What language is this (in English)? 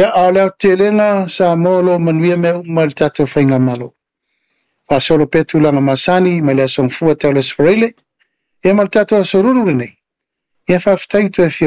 Samoan